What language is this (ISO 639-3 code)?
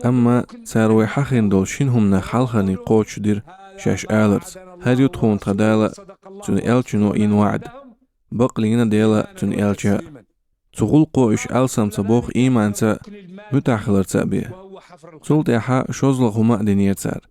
che